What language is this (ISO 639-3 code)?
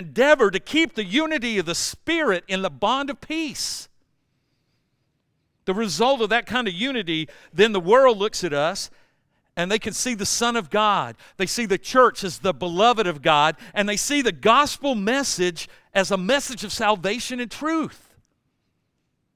eng